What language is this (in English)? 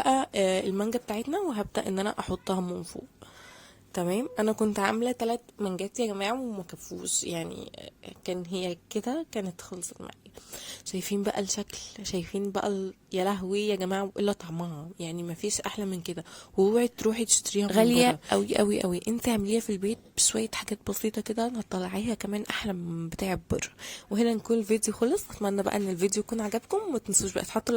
Egyptian Arabic